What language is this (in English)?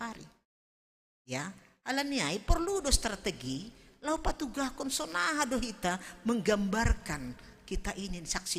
Batak Simalungun